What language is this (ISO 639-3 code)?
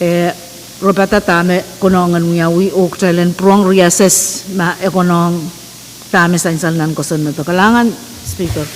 pon